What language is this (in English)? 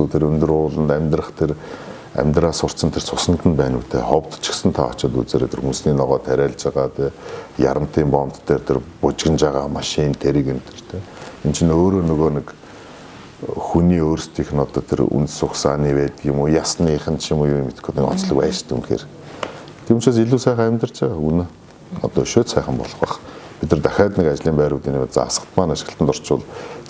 Mongolian